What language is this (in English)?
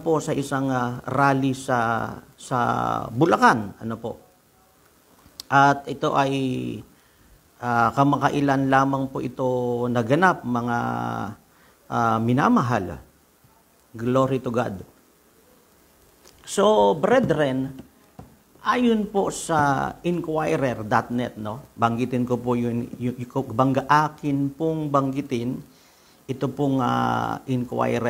Filipino